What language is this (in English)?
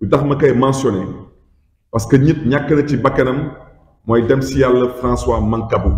Wolof